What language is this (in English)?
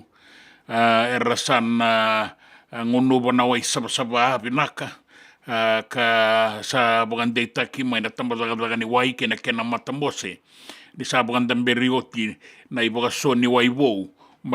Fijian